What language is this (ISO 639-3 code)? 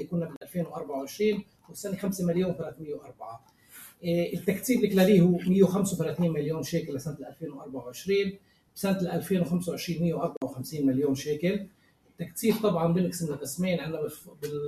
apc